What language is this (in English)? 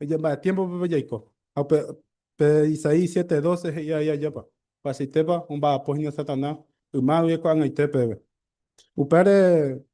Guarani